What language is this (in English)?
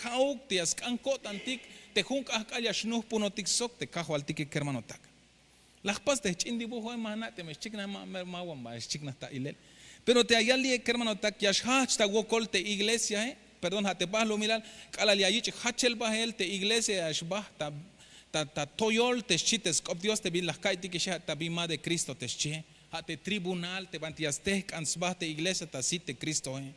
Tzeltal